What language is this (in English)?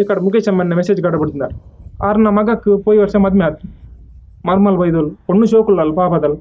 Tulu